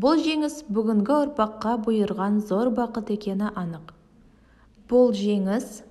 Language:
Kazakh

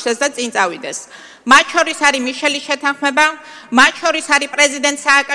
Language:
Georgian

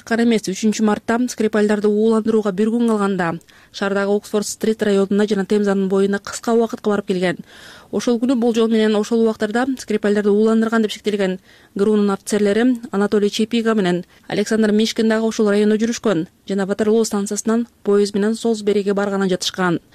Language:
Kyrgyz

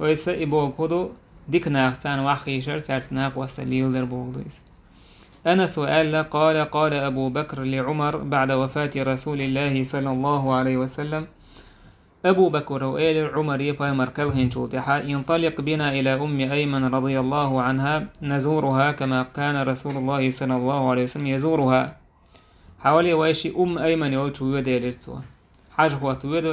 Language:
Chechen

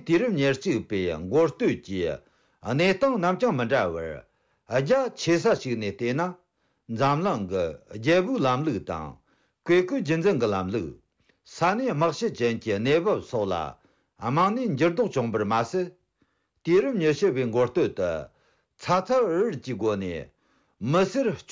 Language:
Tibetan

